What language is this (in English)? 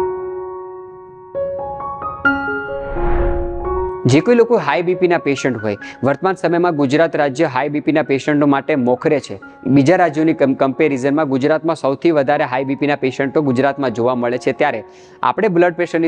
Gujarati